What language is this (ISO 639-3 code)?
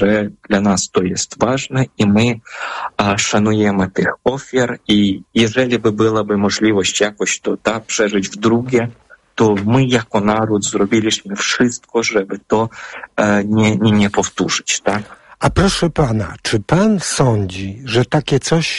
pol